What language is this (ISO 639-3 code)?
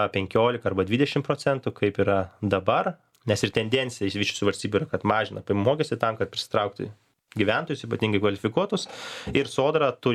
lit